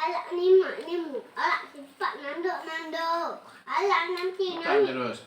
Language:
Achinese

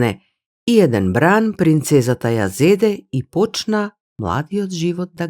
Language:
Macedonian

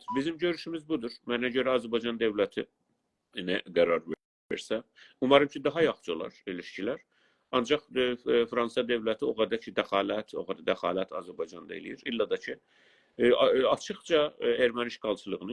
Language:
South Azerbaijani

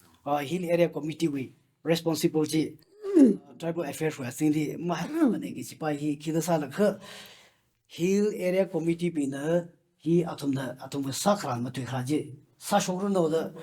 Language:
Tangkhul Naga (India)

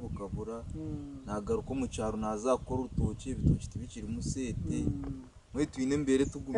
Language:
Nyankole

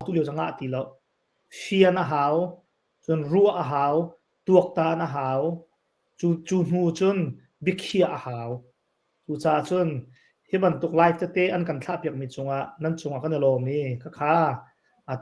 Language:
Hakha Chin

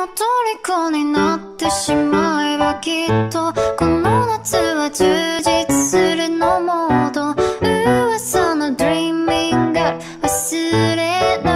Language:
Japanese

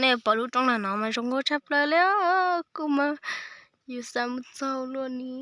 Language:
Hmong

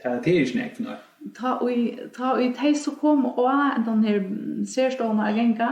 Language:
Faroese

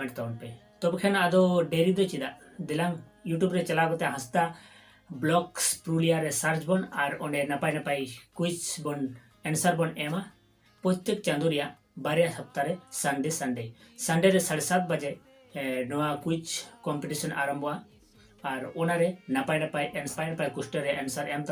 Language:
Santali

